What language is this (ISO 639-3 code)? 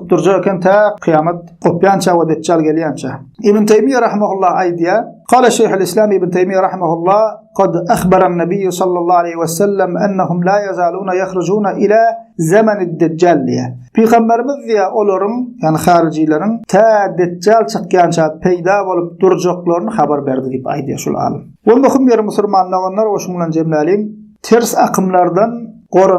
tuk